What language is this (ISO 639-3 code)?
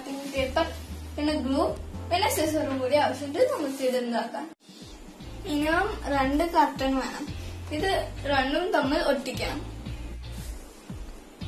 mal